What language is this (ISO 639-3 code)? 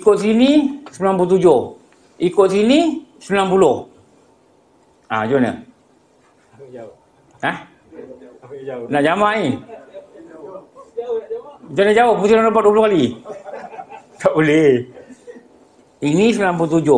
msa